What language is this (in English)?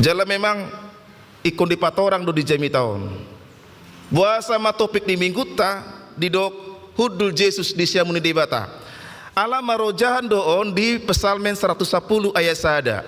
Batak Toba